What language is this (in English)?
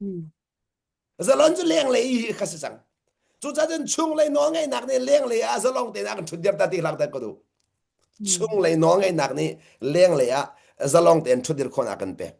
Hakha Chin